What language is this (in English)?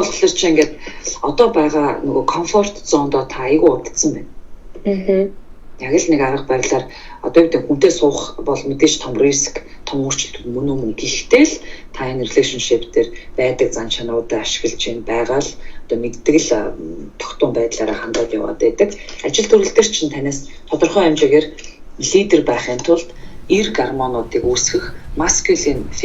Mongolian